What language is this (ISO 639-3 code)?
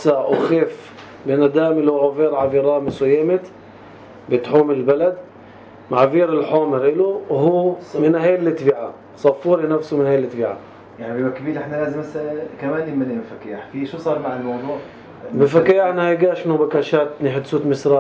apc